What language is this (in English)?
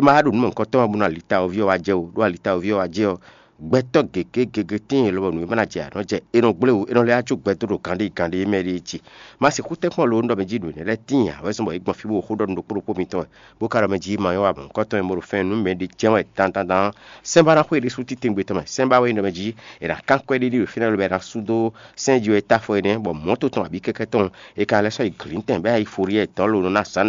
Fon